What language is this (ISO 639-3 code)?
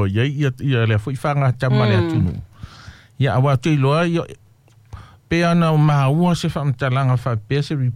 smo